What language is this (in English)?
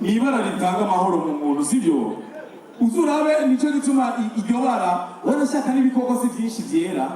Rundi